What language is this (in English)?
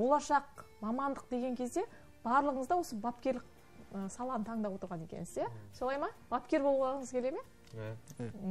Kazakh